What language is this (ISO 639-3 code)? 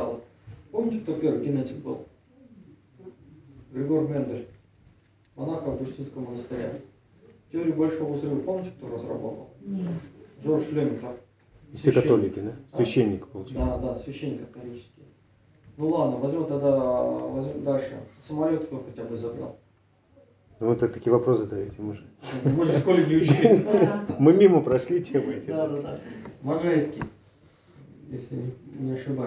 rus